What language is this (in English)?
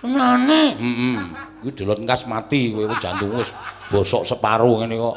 Javanese